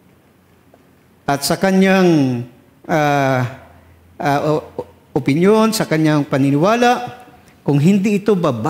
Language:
Filipino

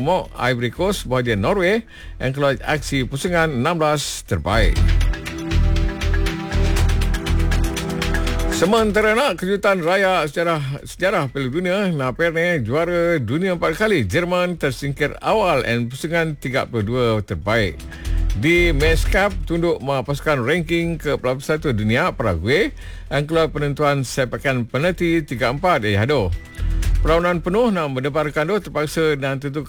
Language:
Malay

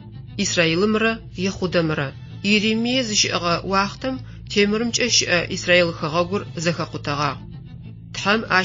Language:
Adyghe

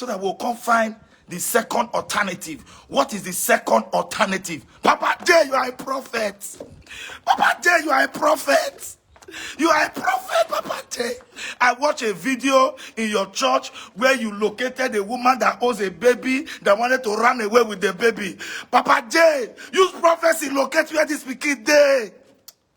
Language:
Nigerian Pidgin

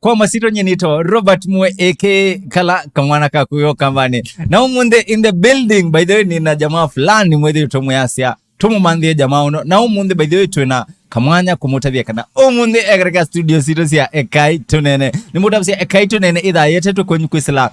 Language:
Kamba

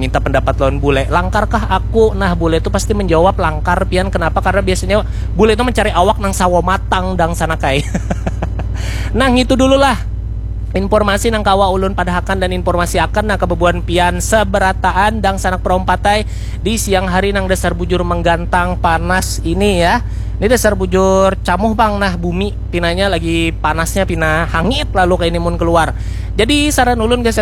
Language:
Banjar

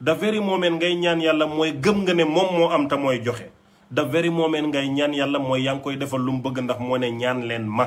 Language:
Wolof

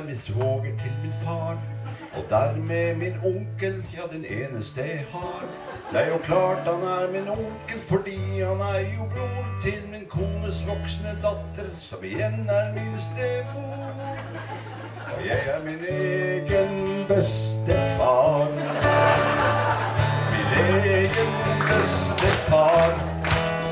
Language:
Norwegian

